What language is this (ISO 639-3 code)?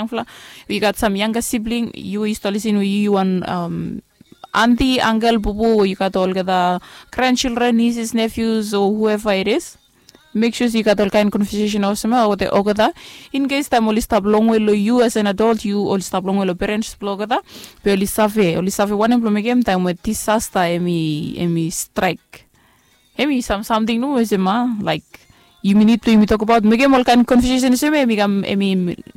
bis